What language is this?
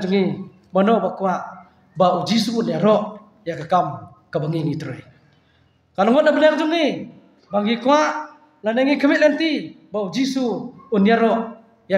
Khasi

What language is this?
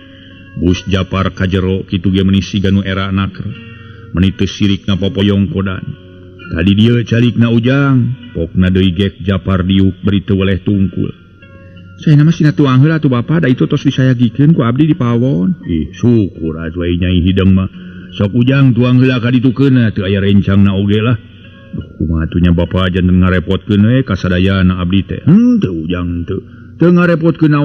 Sundanese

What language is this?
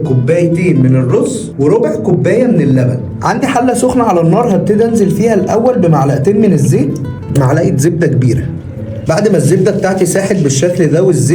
Egyptian Arabic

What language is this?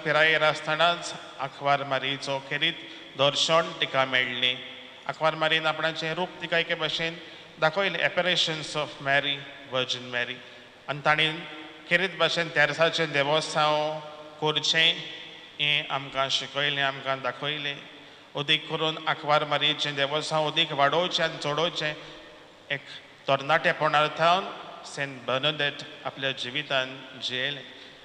Konkani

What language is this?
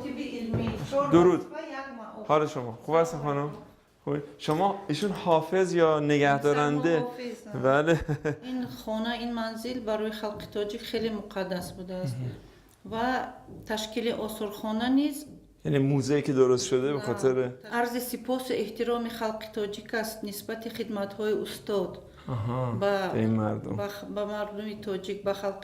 Persian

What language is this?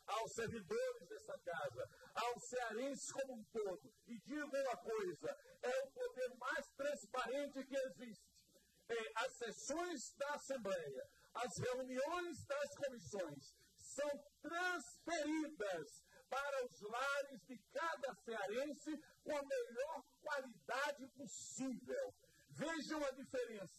Portuguese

